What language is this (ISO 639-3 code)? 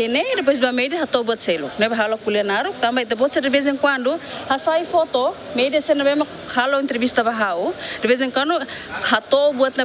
tet